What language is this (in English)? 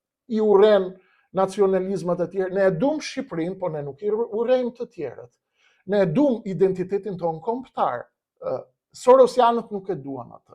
Albanian